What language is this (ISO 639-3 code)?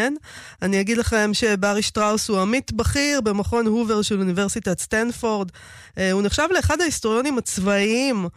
heb